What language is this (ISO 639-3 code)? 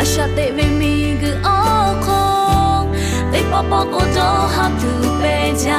lhu